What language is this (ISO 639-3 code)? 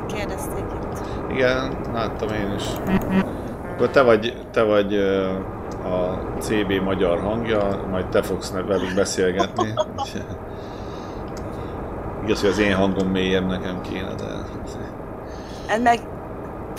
hun